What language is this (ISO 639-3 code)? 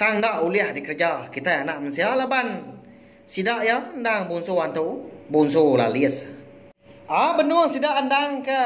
iba